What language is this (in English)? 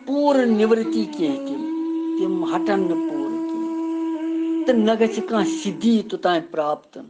Kashmiri